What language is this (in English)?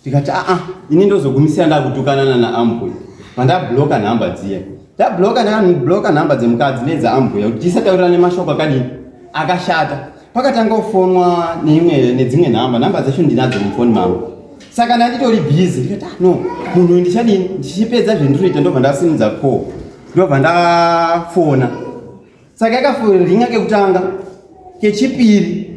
Shona